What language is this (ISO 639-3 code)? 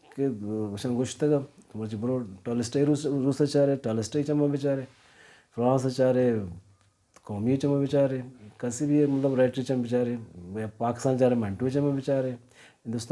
bal